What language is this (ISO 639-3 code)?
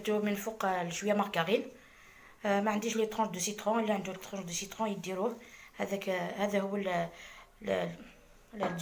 arq